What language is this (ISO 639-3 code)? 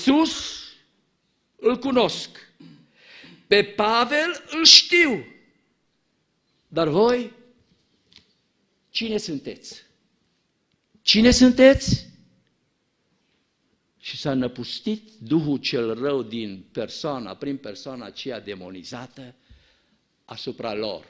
ron